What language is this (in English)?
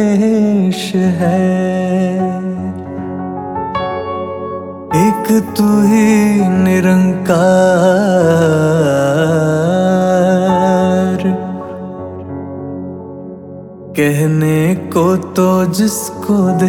Hindi